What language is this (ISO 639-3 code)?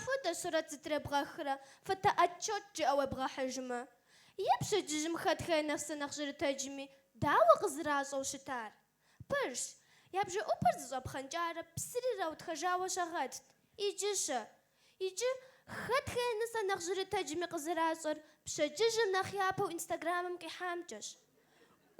kbd